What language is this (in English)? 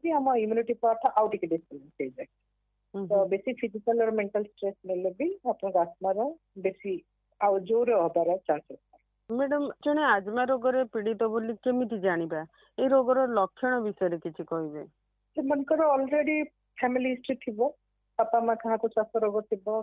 Odia